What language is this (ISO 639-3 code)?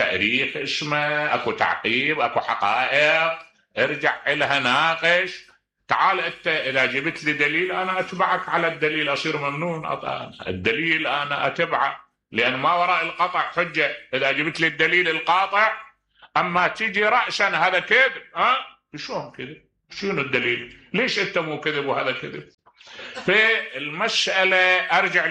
acm